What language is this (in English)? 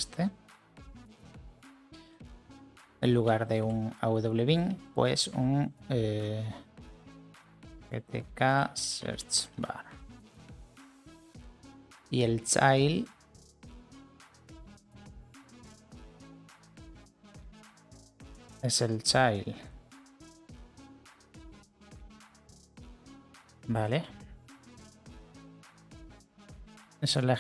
Spanish